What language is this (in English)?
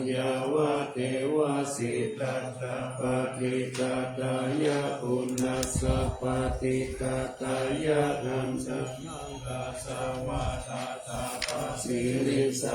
Pali